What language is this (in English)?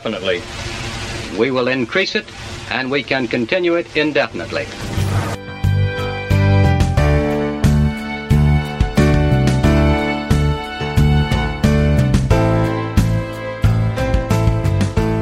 English